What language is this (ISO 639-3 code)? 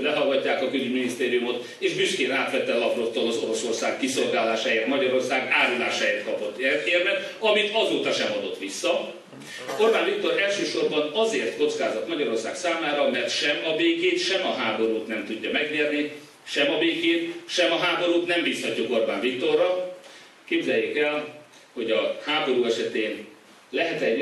hun